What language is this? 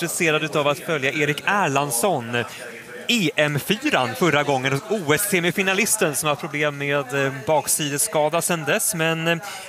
Swedish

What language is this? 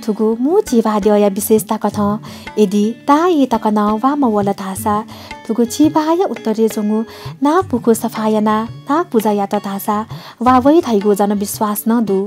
Newari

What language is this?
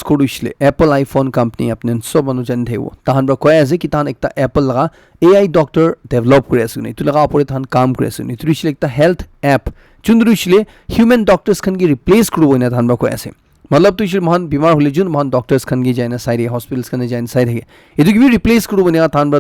Naga Pidgin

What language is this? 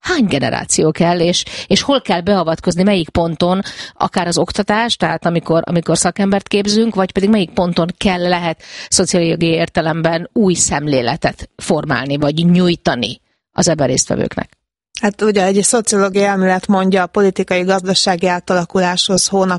Hungarian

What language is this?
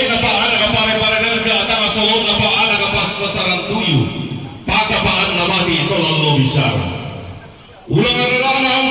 Toraja-Sa'dan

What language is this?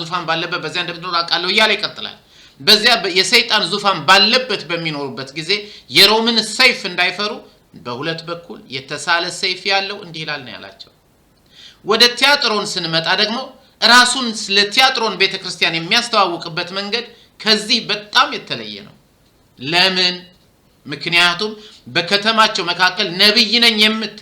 Amharic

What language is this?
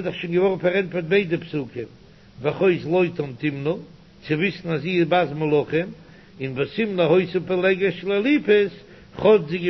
Yiddish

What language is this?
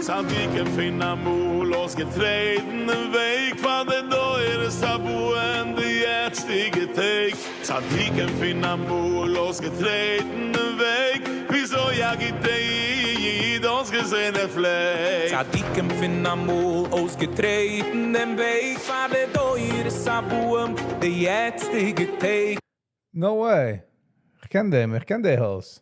Yiddish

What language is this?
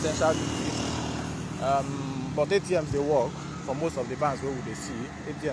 Nigerian Pidgin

